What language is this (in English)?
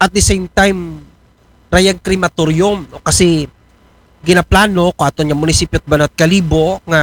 Aklanon